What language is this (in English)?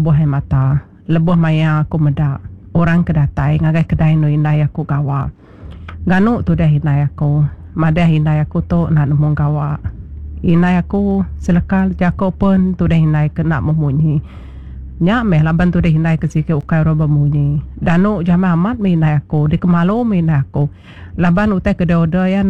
Iban